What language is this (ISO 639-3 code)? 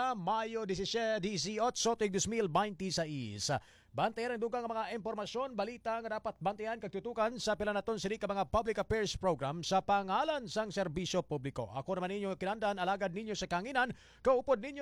hil